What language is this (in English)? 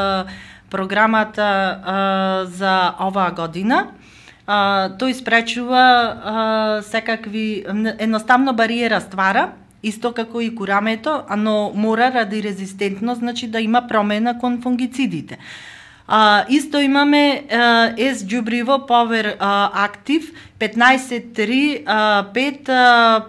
Macedonian